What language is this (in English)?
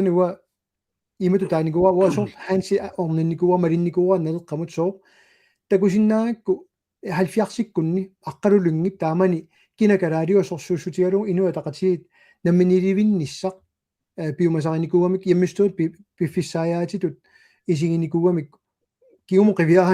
Kalaallisut